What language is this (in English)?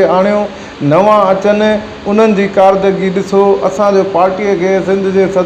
Sindhi